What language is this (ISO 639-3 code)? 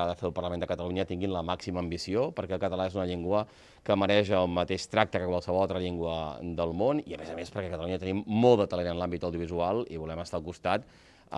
cat